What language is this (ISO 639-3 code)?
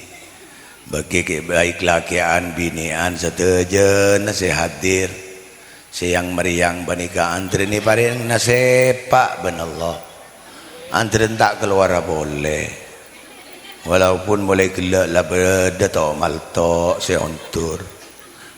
mad